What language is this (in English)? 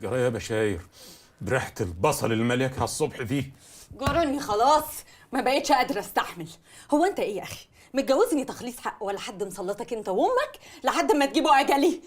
Egyptian Arabic